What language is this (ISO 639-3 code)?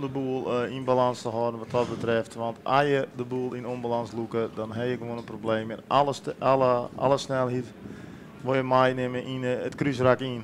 fry